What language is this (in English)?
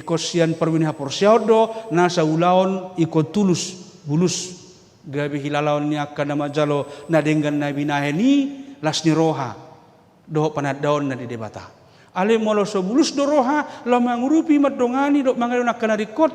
Batak Toba